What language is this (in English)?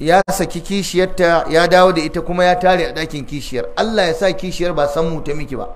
Hausa